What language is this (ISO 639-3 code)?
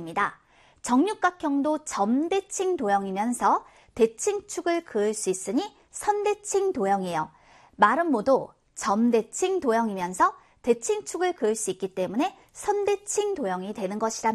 kor